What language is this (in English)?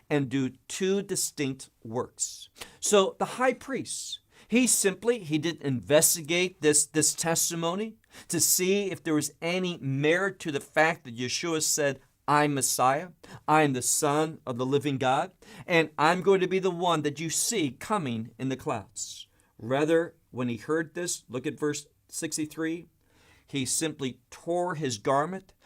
English